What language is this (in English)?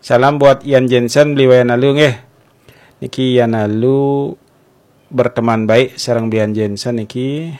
Balinese